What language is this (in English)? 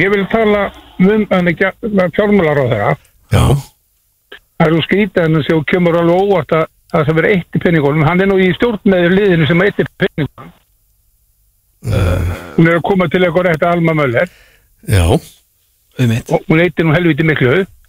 Icelandic